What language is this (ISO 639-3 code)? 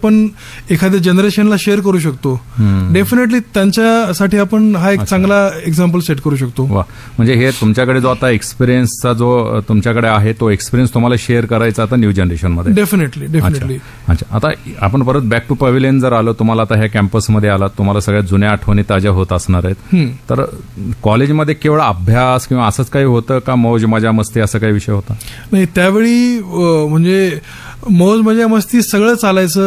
mar